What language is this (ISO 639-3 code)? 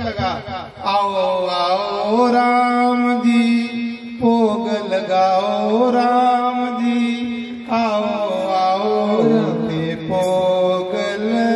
doi